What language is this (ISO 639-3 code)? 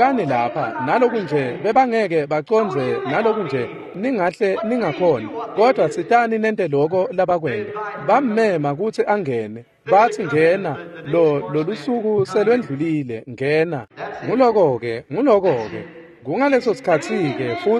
ssw